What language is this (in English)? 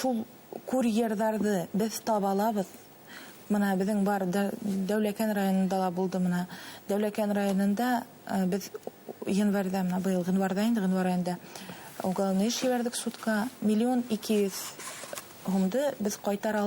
Bashkir